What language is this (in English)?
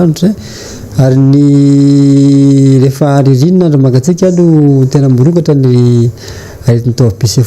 Malagasy